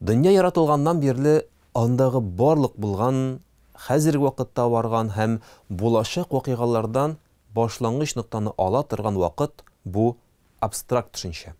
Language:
Tatar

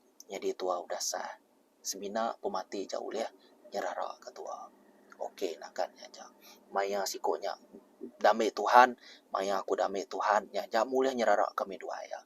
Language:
Iban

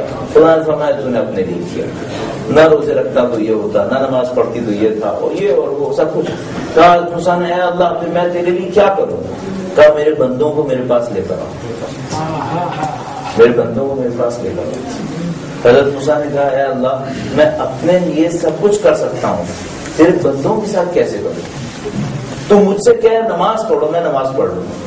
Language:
Urdu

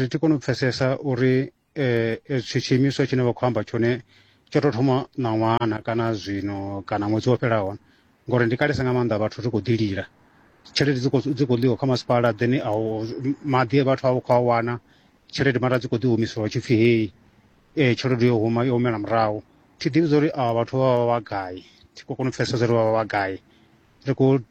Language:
Venda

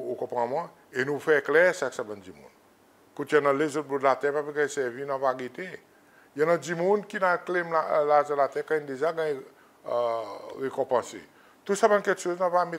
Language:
Seselwa Creole French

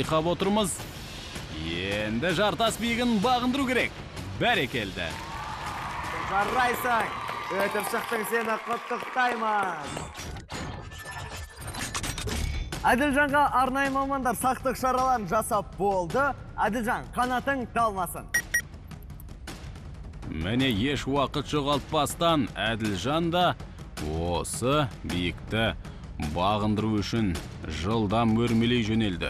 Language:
Kazakh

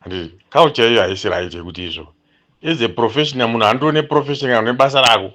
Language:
Shona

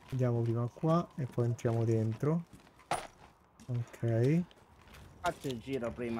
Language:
Italian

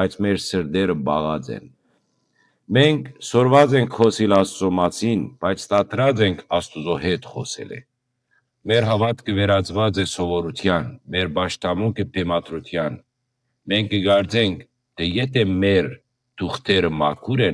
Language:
Western Armenian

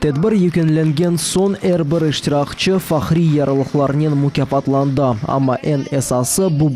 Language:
Crimean Tatar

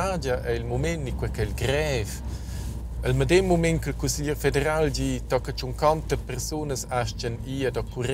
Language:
Romansh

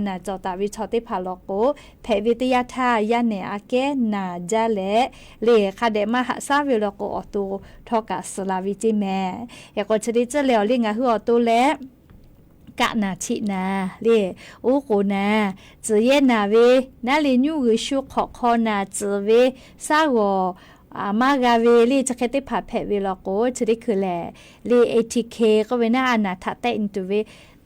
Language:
Lahu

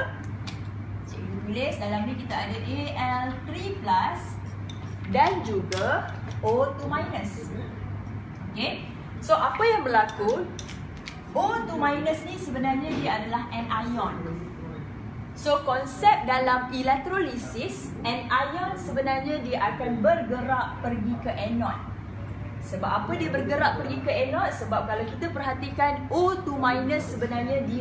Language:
Malay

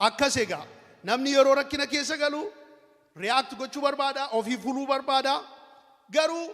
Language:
Oromo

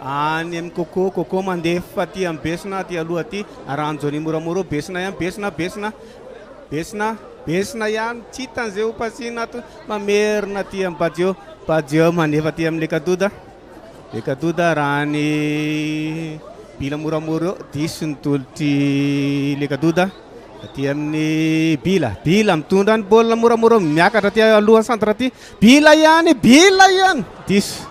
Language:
Malagasy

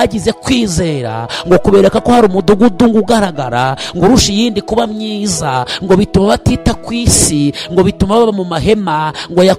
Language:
Kinyarwanda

